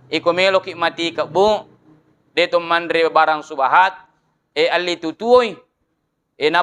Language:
Buginese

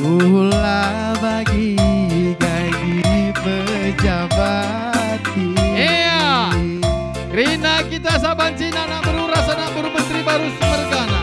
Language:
Batak Karo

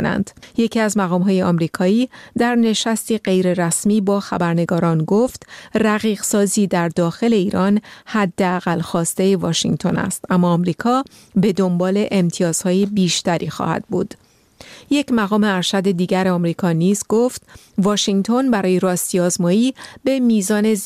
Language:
Persian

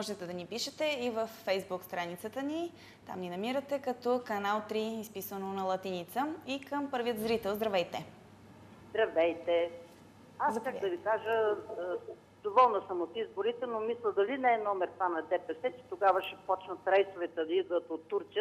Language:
Bulgarian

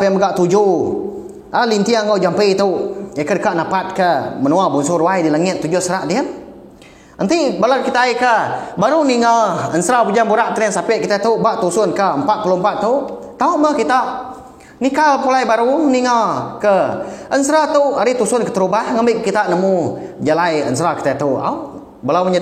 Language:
Iban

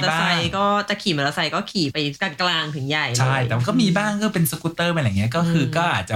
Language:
Thai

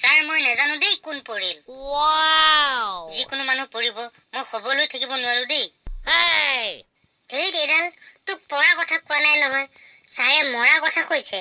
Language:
Assamese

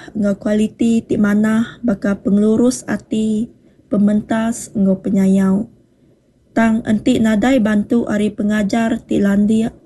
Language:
Iban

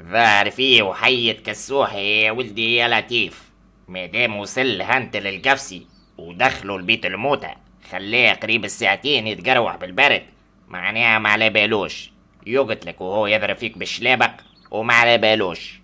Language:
Tunisian Arabic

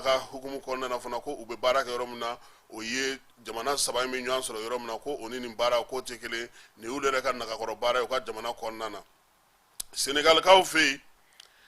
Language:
Bambara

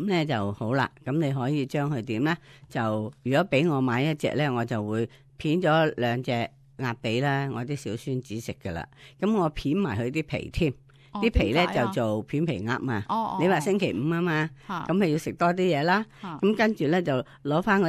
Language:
Cantonese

